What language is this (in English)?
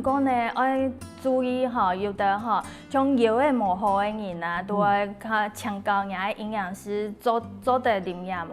Hakka Chinese